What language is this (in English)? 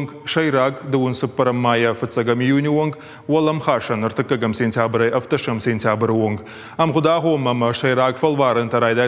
Ossetic